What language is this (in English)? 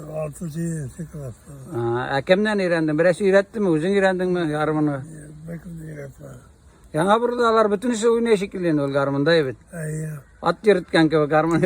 Tatar